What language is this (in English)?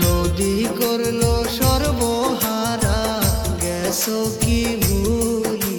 Bangla